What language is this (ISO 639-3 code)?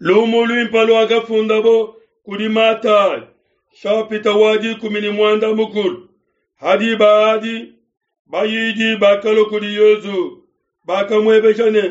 lua